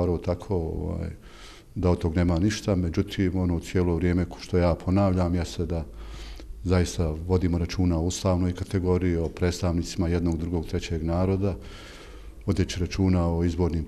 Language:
Bosnian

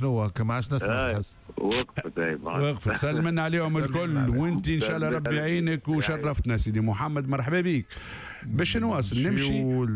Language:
Tunisian Arabic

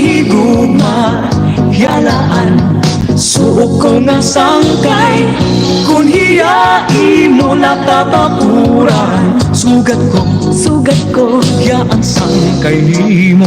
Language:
Waray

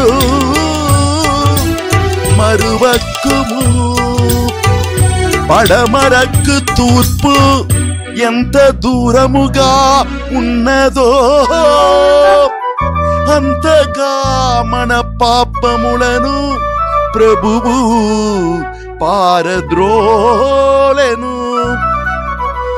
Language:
Telugu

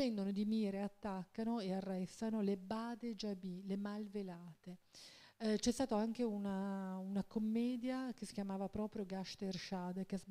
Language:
Italian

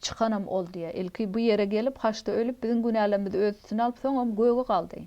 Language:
Turkmen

